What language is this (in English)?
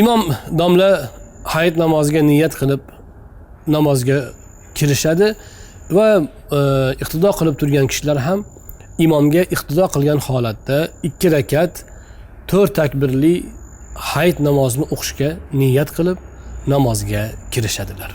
Uzbek